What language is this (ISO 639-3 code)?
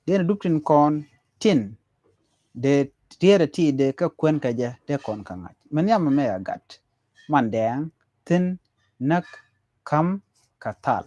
nus